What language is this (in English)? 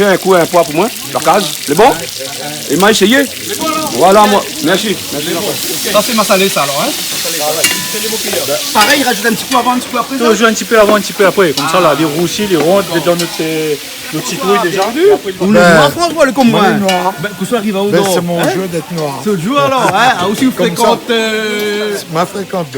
Réunion Creole French